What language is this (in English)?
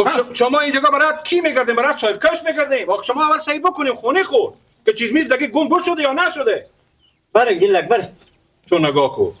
Persian